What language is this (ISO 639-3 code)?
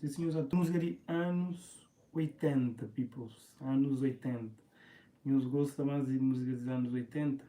kea